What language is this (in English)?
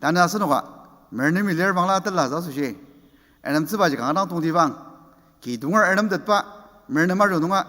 Ao Naga